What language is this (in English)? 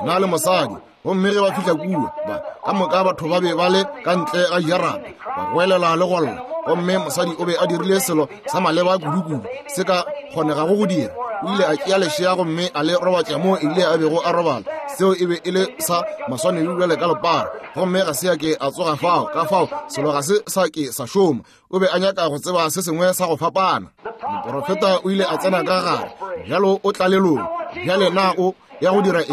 Northern Sotho